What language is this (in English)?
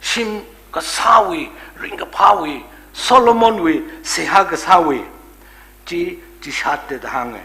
Tangkhul Naga (India)